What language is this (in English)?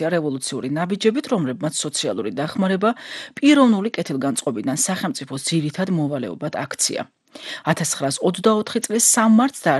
Georgian